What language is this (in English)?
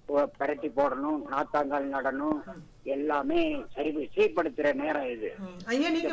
Tamil